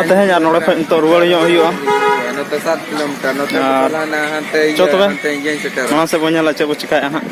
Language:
Santali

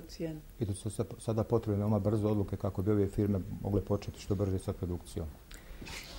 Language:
Bosnian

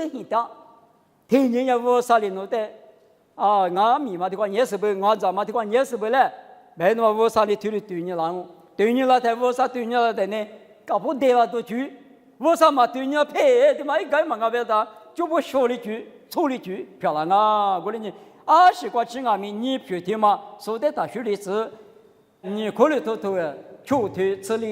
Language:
Lisu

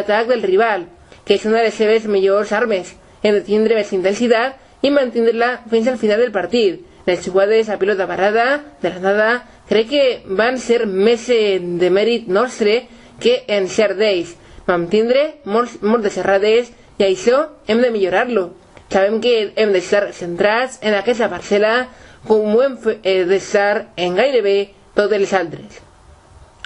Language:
Catalan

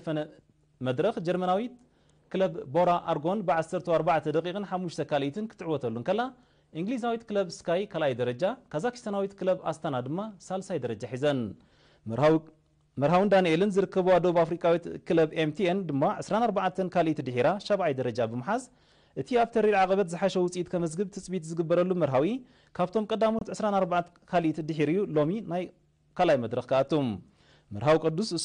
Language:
Tigrinya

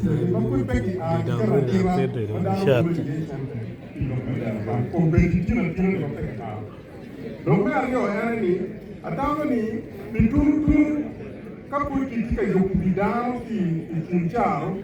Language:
Acoli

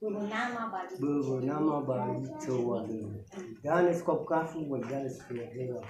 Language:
Nias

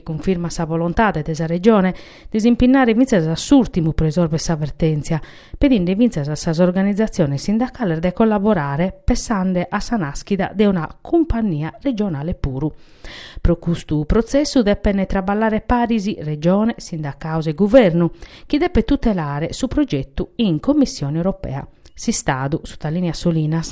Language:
Sardinian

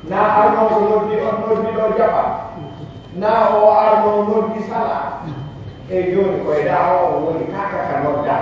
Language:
Pular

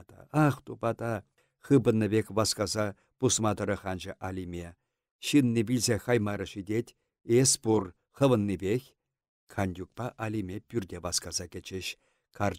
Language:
Chuvash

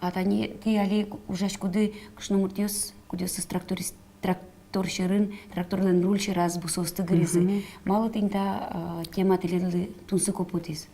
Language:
Udmurt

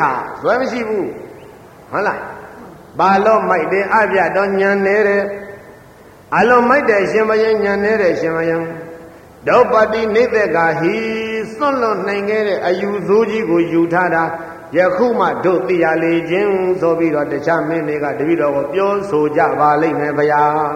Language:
Burmese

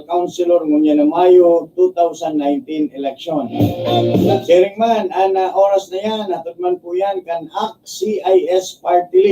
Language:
Bikol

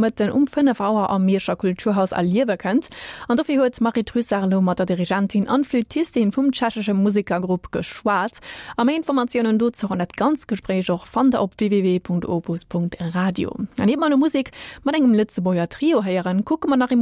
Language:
Luxembourgish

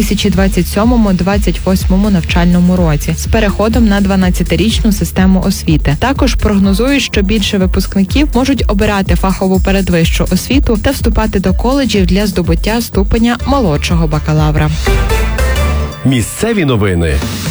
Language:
Ukrainian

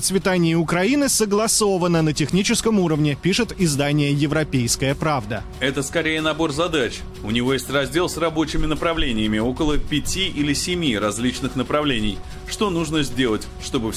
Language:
Russian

